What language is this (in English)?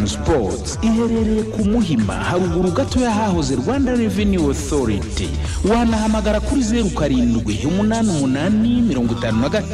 Kinyarwanda